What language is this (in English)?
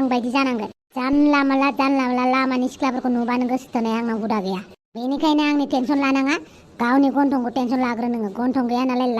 Bodo